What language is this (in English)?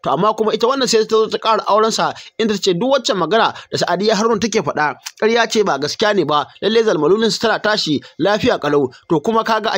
Hausa